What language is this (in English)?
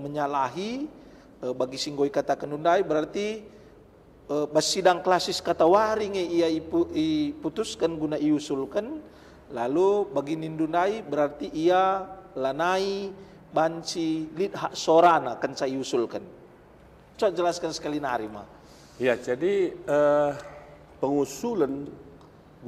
Batak Karo